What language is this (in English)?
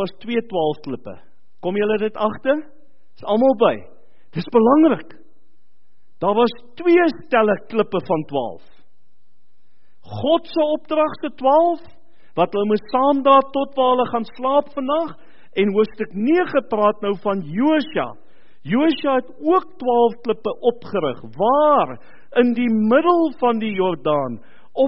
Afrikaans